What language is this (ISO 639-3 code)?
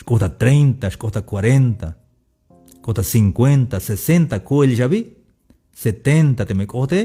tzh